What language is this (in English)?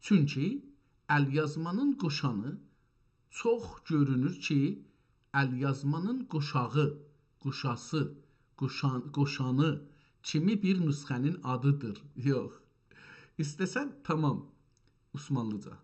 South Azerbaijani